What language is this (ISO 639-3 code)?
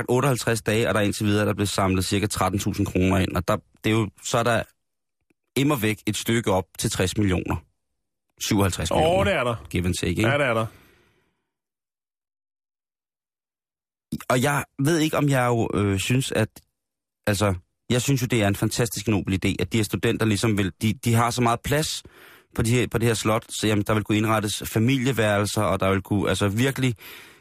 dan